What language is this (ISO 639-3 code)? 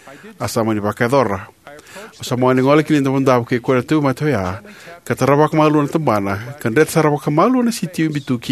fij